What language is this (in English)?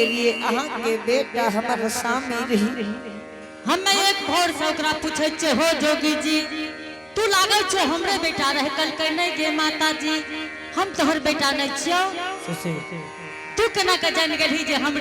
Angika